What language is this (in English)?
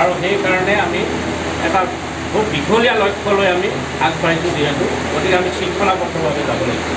Assamese